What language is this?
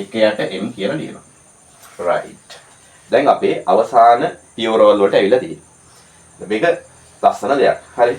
Sinhala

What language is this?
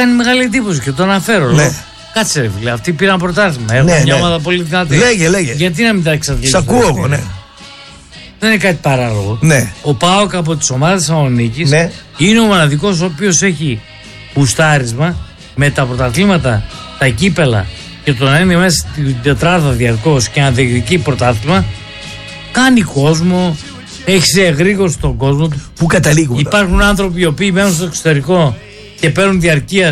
Greek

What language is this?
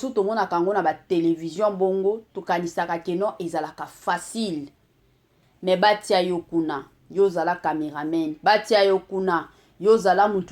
Lingala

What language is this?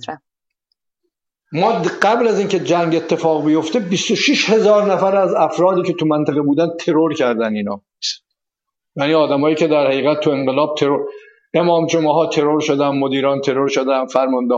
Persian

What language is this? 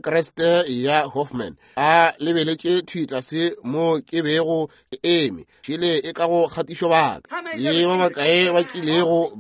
Northern Sotho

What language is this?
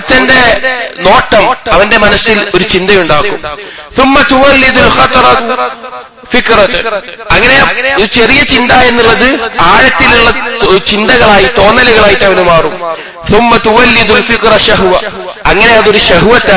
Malayalam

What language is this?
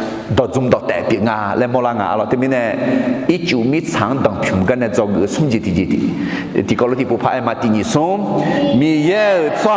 Akha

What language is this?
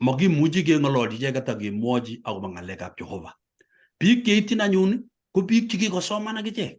Kalenjin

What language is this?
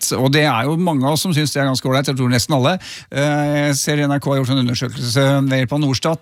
Norwegian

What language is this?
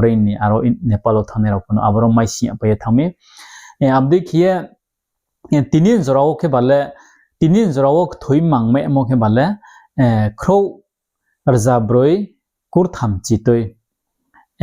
Riang (India)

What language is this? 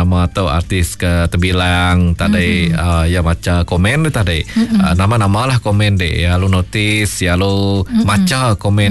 Malay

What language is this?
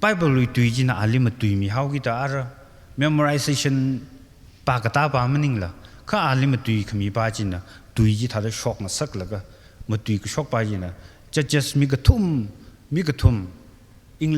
Tangkhul Naga (India)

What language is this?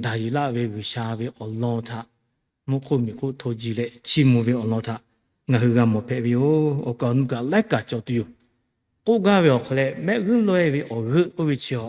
Lahu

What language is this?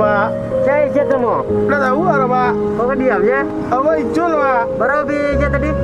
Minangkabau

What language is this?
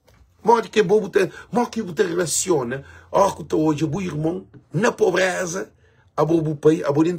Kabuverdianu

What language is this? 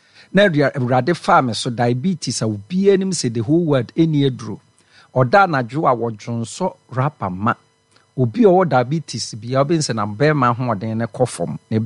Akan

